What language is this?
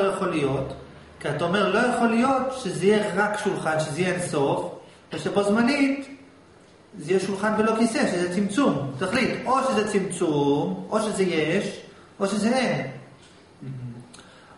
Hebrew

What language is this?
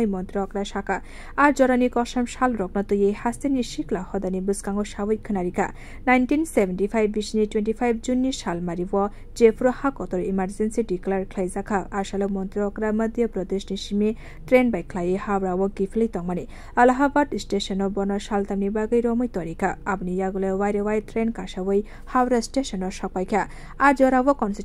Kok Borok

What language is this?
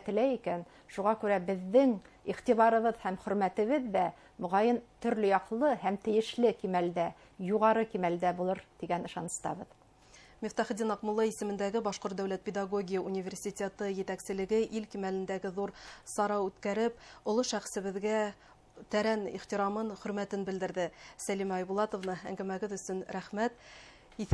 Bashkir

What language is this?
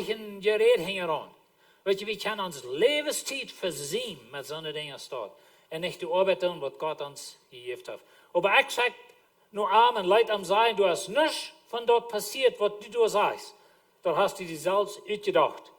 Plautdietsch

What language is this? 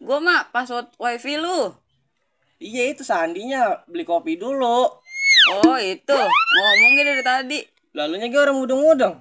Betawi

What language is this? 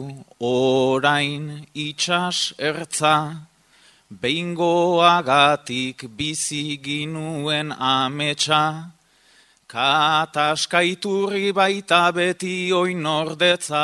Basque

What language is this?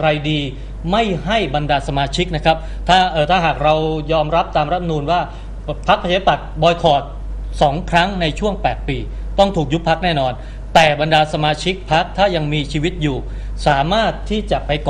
Thai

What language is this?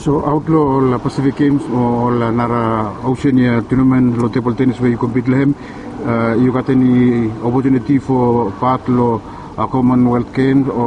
Bislama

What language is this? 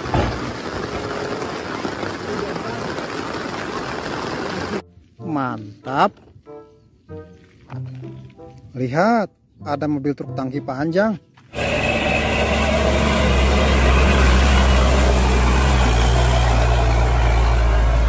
Indonesian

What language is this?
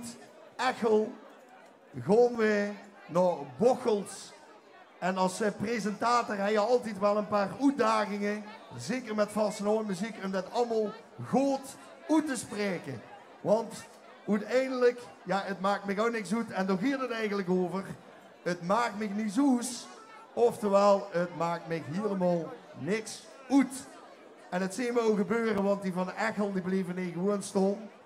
Limburgish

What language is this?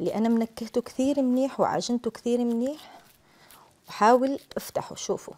Algerian Arabic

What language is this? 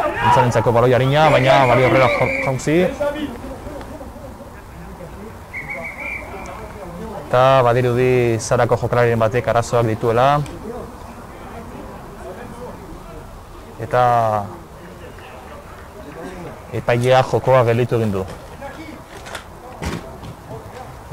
Basque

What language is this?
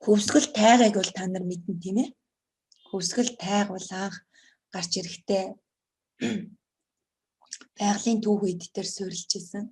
Mongolian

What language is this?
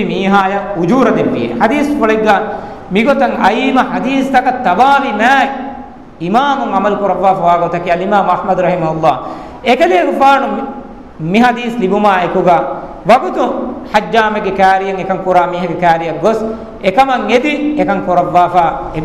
Divehi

